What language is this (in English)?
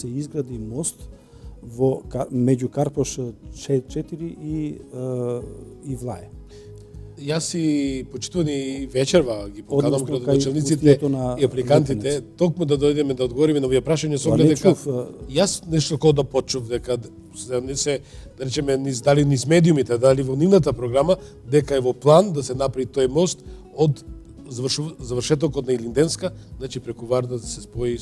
Macedonian